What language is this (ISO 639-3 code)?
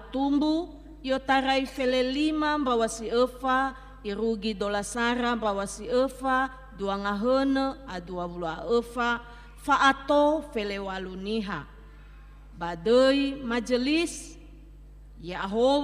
nia